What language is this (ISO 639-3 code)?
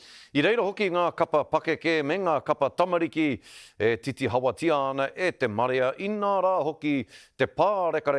mri